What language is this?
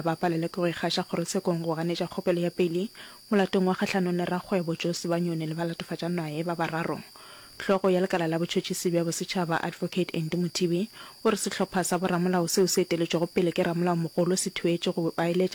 Northern Sotho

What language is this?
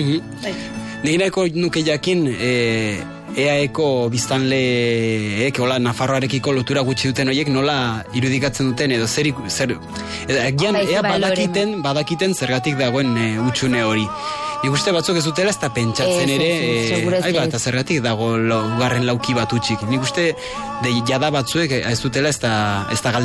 Basque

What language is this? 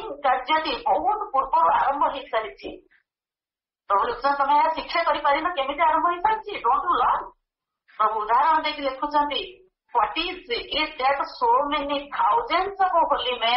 Odia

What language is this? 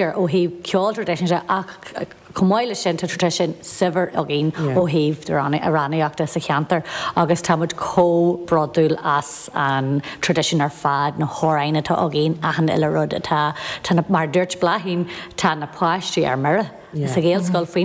Irish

